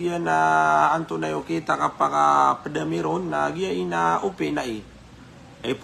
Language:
Maranao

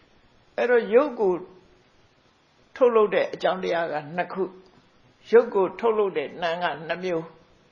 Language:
Burmese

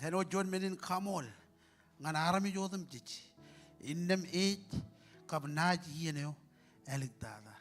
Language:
Marshallese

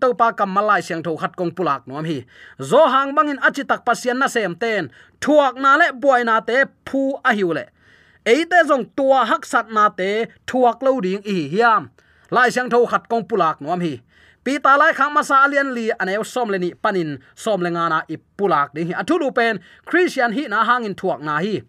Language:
Tedim Chin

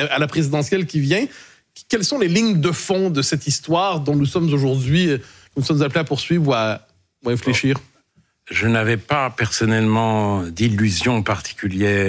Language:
French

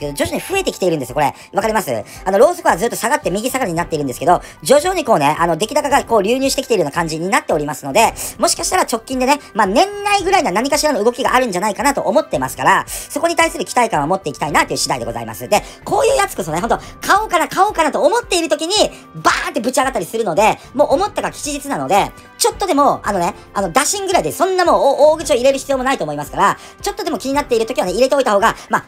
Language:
Japanese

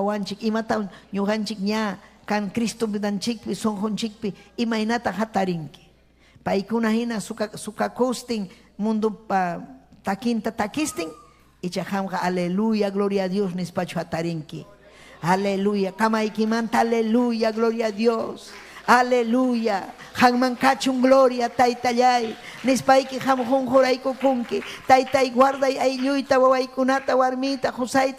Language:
Ayacucho Quechua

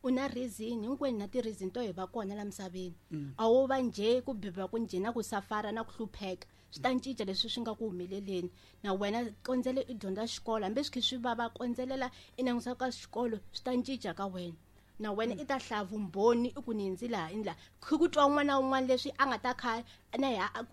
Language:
Tsonga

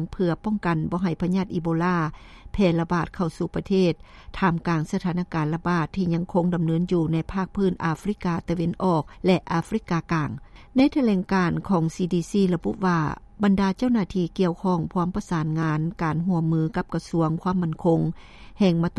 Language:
Lao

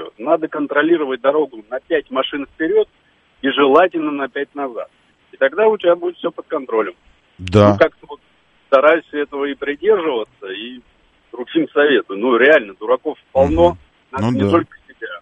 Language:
Russian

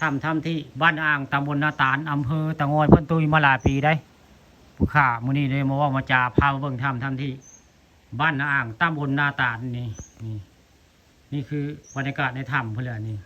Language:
Northeastern Thai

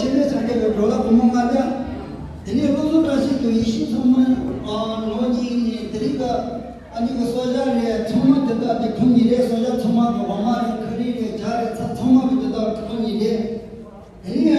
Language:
Tibetan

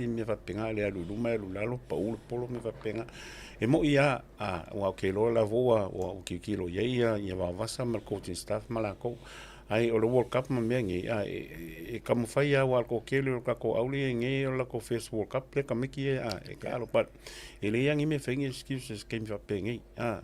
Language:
Samoan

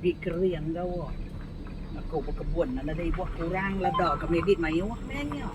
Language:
Iban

